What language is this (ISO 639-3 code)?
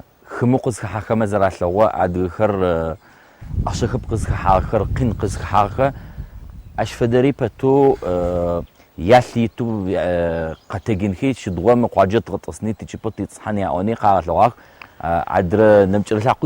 ady